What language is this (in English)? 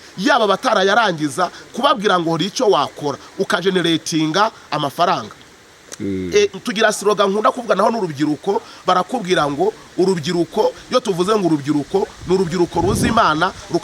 Kinyarwanda